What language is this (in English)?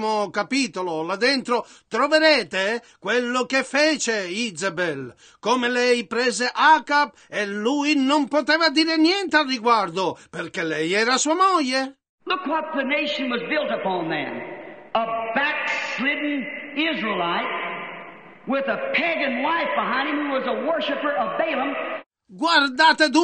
Italian